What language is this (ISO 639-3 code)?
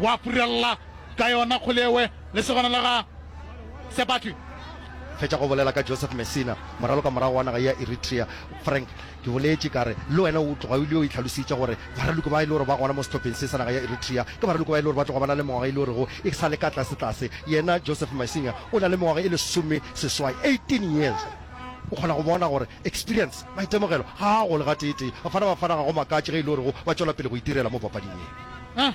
nso